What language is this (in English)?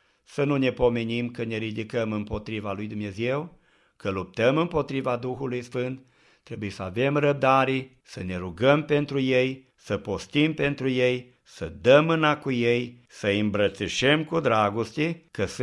Romanian